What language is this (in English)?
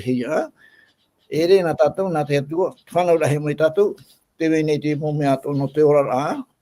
Tahitian